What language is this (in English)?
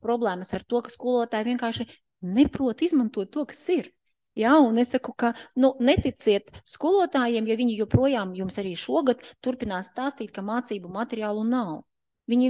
Latvian